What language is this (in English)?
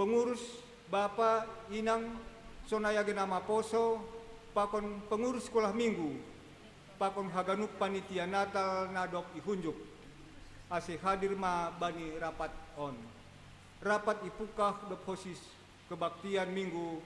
Batak Simalungun